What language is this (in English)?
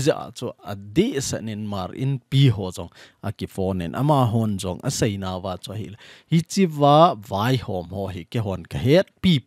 Thado Chin